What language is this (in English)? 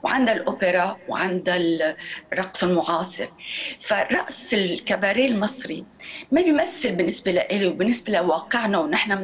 North Levantine Arabic